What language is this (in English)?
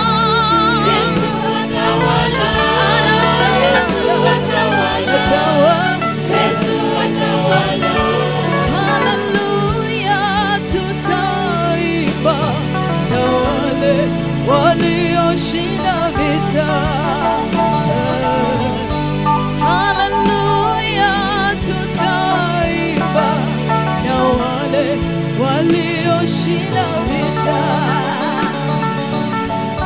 Swahili